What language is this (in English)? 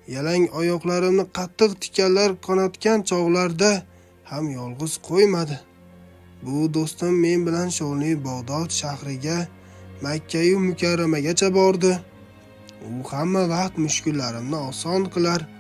Uzbek